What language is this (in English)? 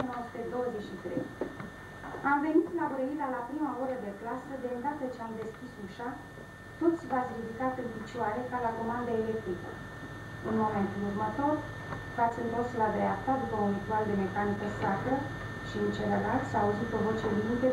Romanian